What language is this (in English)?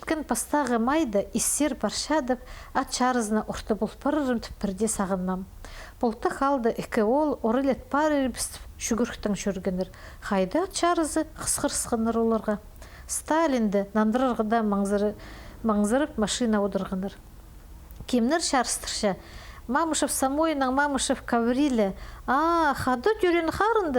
Khakas